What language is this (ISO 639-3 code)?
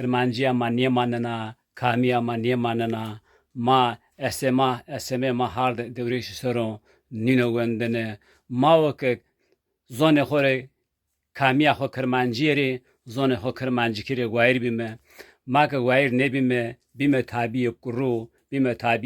zza